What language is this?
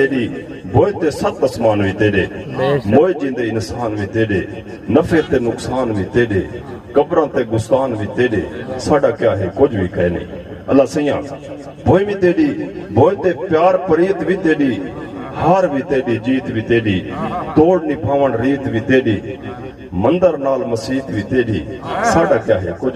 Saraiki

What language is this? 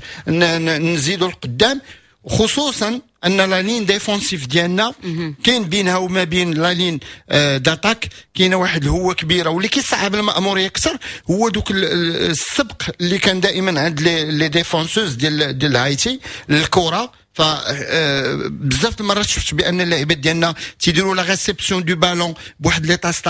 Moroccan Arabic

